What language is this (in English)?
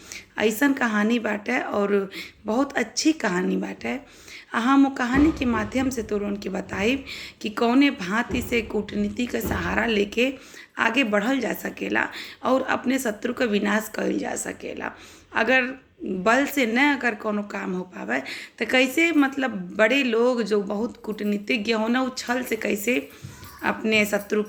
Bhojpuri